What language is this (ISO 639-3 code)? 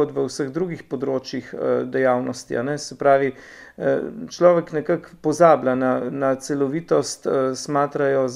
slv